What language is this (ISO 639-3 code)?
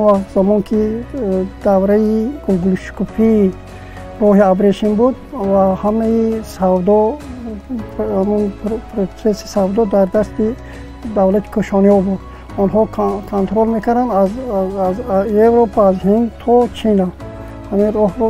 tgk